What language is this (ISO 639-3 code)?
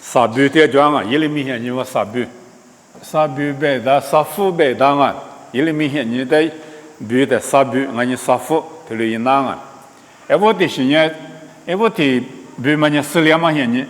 lis